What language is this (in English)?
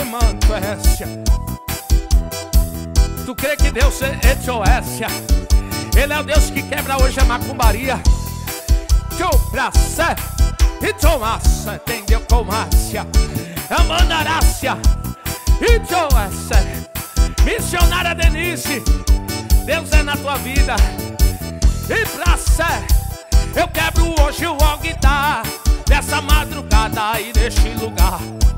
Portuguese